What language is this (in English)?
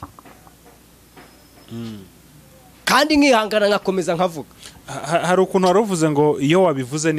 Kinyarwanda